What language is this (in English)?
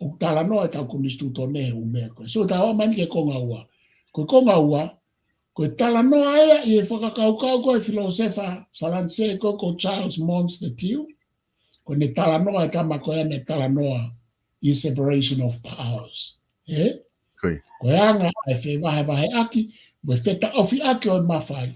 Tongan